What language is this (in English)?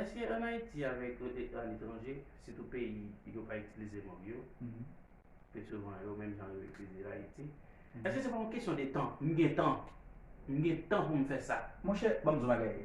Haitian Creole